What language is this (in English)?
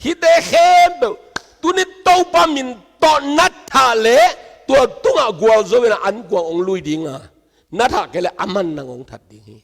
Tedim Chin